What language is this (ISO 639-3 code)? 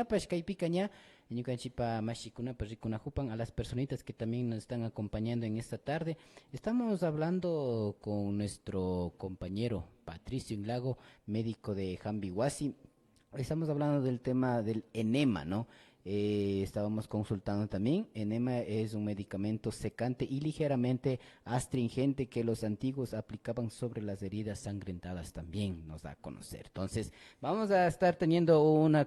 qvi